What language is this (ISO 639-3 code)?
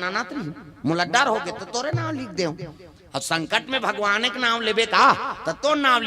hne